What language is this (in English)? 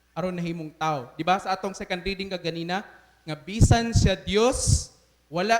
Cebuano